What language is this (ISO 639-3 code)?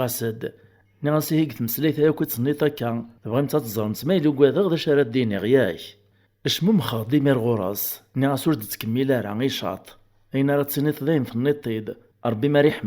kab